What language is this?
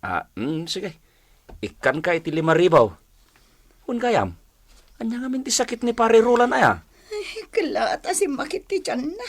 Iloko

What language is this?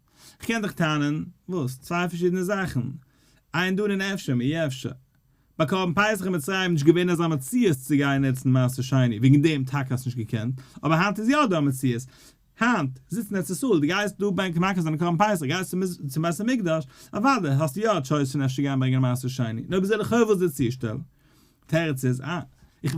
Yiddish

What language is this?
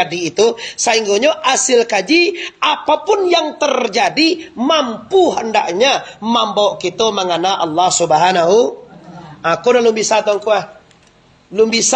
Minangkabau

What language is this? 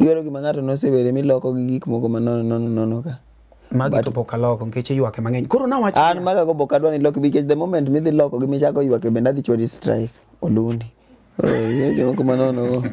Luo (Kenya and Tanzania)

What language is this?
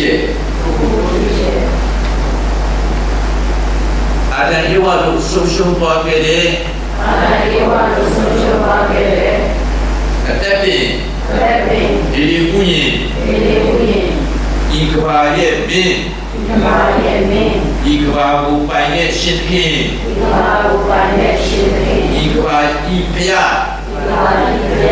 Burmese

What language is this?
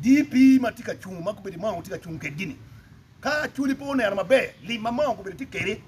Acoli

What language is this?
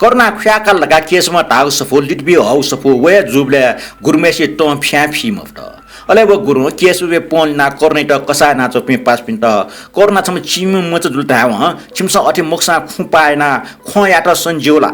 Newari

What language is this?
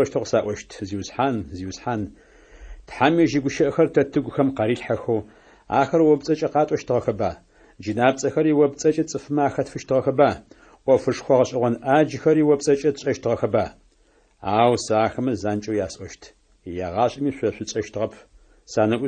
Adyghe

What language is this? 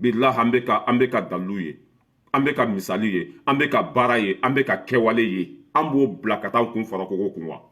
Bambara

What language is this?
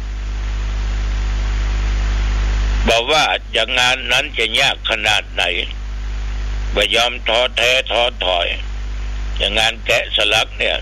Thai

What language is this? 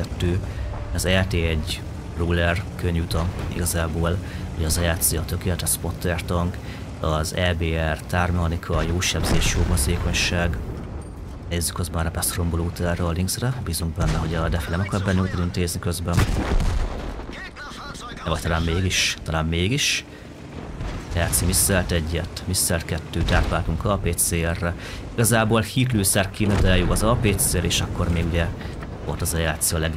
Hungarian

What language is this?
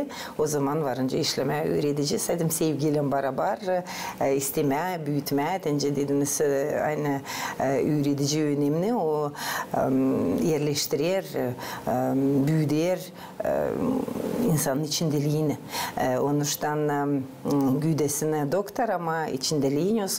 Gagauz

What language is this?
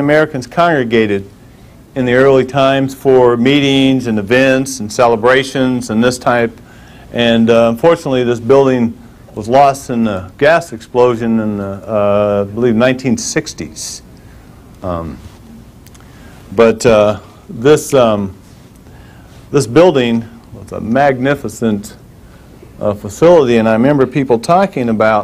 English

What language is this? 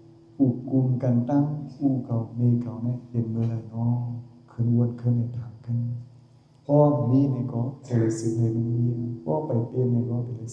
Shan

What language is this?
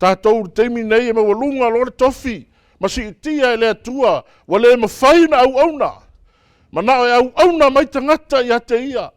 Samoan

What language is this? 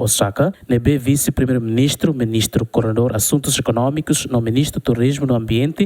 Tetum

